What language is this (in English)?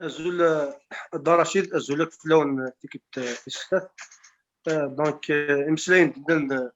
Kabyle